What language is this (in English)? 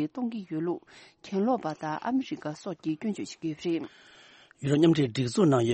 Tibetan